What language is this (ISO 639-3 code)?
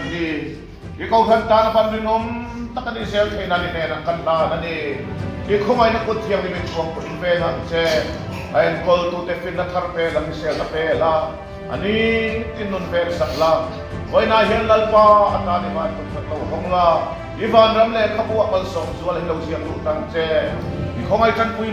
lus